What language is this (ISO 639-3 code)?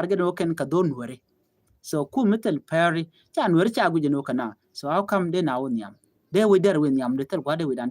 nus